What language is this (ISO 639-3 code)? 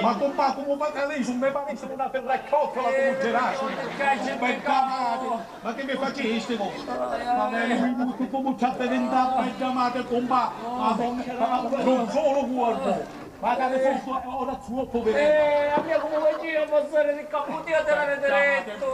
scn